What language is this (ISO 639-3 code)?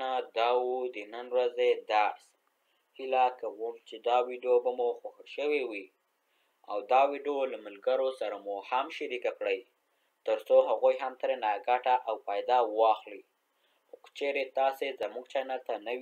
pus